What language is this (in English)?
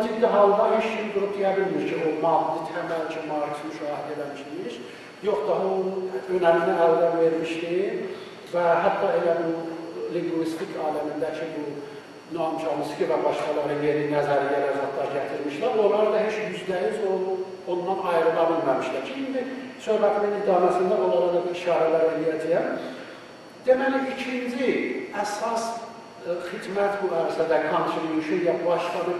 South Azerbaijani